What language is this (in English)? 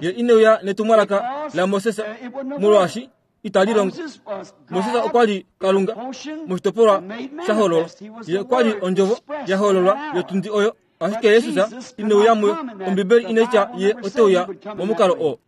Kuanyama